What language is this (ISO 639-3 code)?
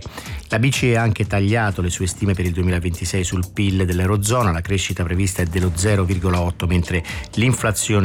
ita